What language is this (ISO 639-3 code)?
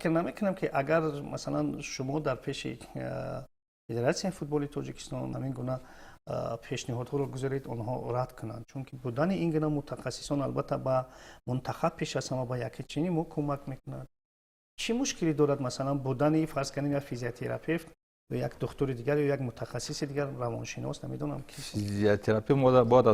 tgk